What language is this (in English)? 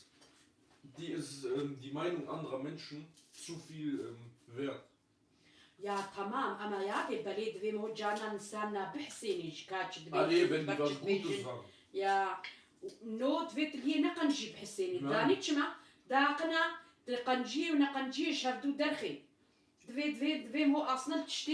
Kurdish